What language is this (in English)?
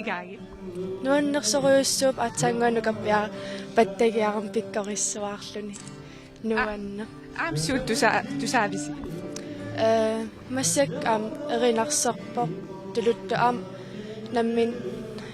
Kalaallisut